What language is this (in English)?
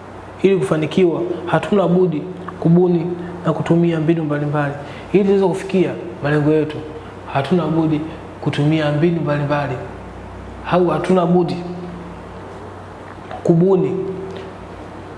Swahili